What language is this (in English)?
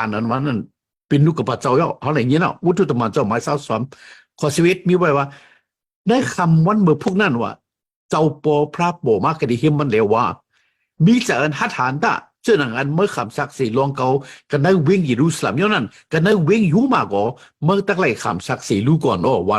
Shan